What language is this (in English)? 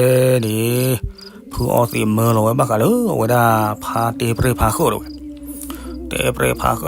S'gaw Karen